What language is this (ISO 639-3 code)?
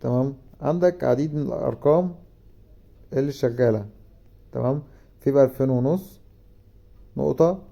arz